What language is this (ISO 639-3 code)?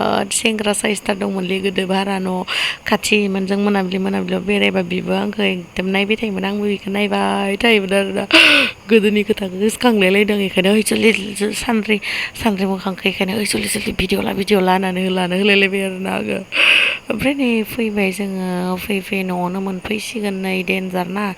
brx